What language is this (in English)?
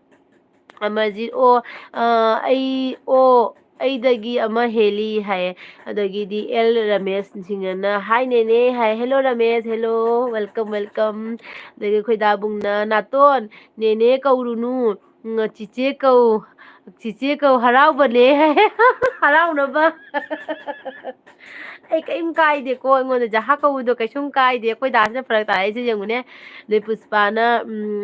Manipuri